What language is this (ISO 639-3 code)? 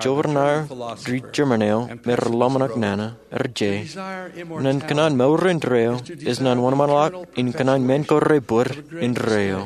mah